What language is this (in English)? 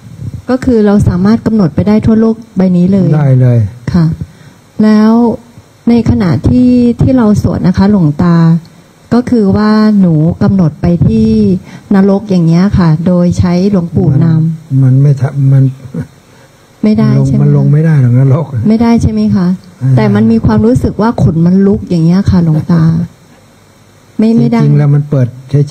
Thai